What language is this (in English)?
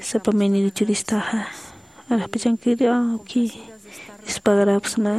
Aymara